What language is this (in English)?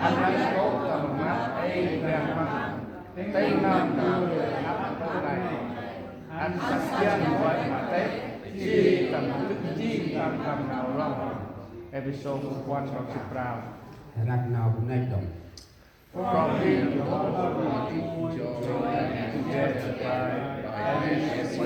Central Mnong